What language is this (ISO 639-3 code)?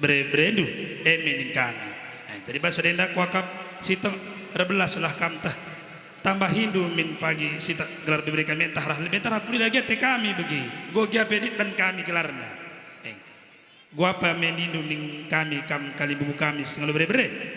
btx